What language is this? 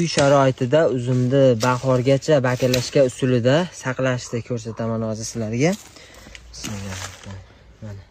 Uzbek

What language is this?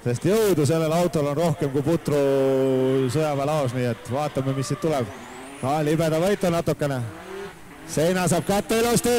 Estonian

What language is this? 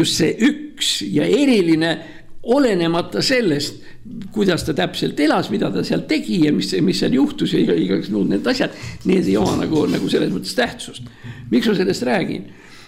Estonian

